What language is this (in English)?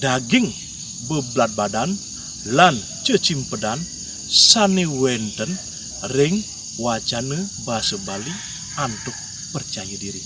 Balinese